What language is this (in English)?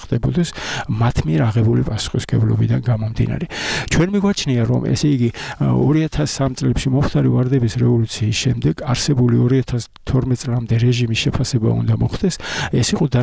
Georgian